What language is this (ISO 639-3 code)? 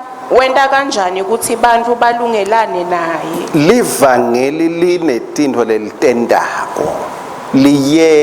ssw